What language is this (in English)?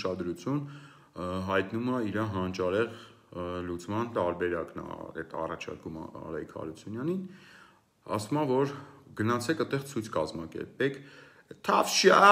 Armenian